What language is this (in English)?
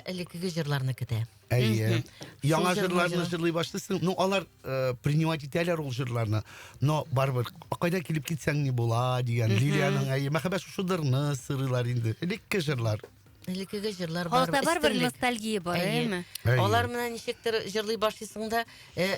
Tatar